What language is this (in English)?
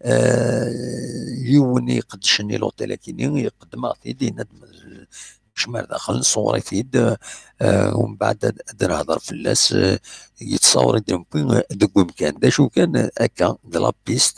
Kabyle